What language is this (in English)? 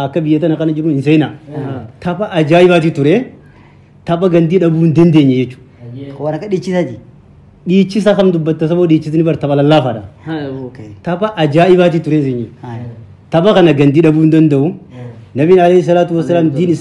Oromo